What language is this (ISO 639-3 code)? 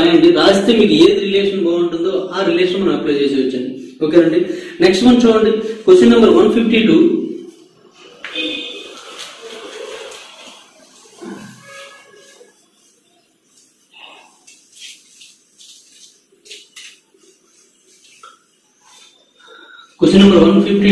tel